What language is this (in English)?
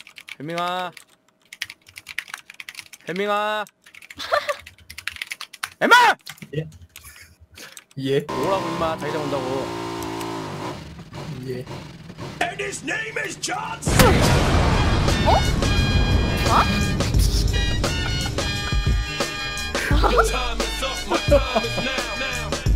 Korean